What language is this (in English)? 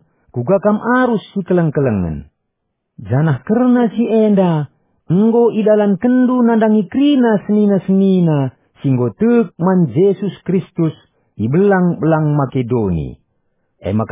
Batak Karo